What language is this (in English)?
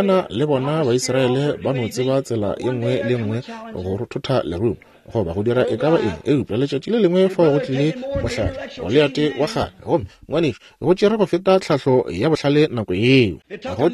Northern Sotho